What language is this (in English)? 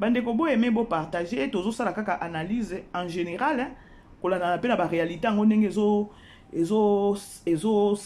Lingala